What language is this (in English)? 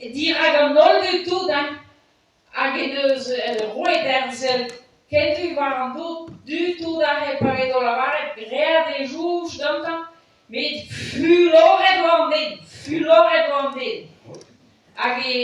Breton